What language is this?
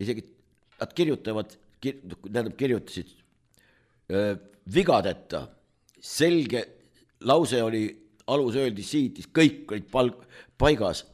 Estonian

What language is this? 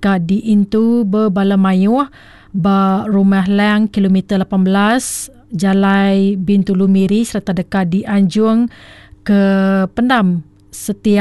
Iban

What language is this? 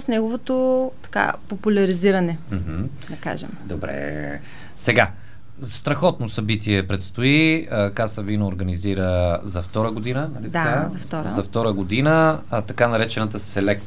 Bulgarian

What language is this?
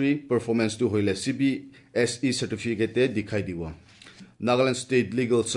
Assamese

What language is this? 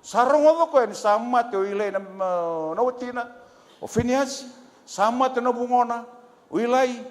Fijian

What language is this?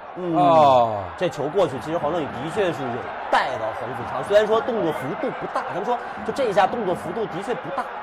Chinese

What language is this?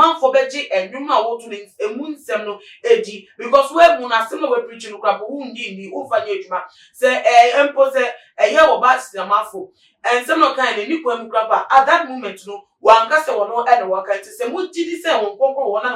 Akan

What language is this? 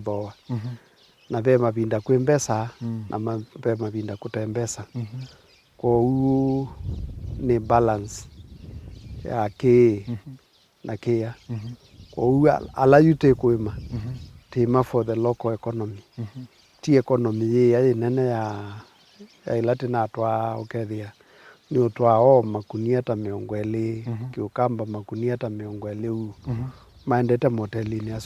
Kamba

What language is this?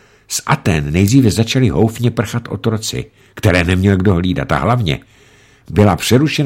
Czech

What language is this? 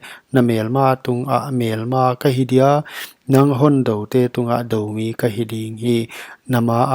Paite Chin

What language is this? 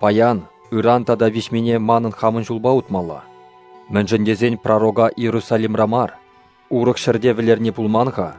Chuvash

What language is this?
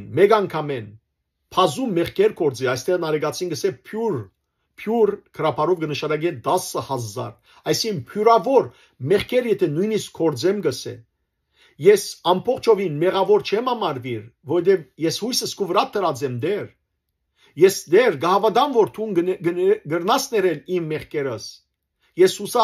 Western Armenian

